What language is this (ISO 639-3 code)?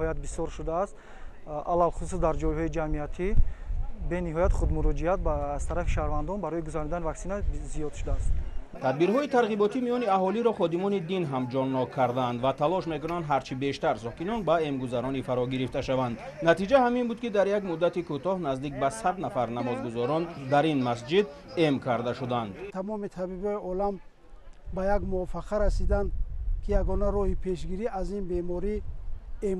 tgk